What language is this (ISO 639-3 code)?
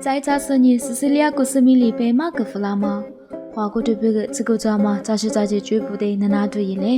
lis